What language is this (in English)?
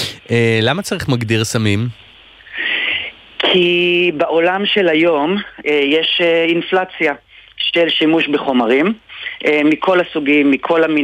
Hebrew